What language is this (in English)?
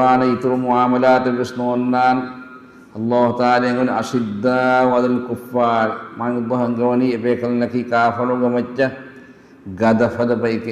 Divehi